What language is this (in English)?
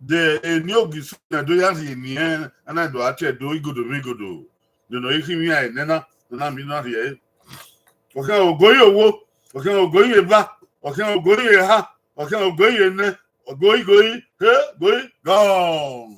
Bini